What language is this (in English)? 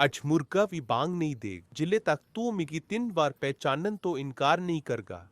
Dogri